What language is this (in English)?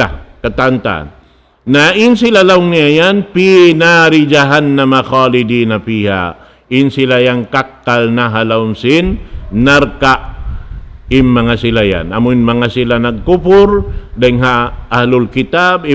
Tausug